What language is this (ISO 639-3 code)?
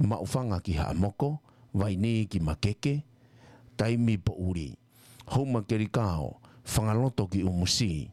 ton